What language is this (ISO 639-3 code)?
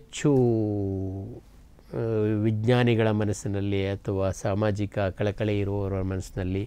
kan